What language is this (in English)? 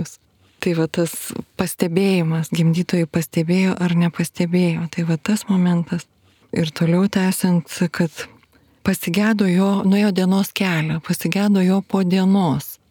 Lithuanian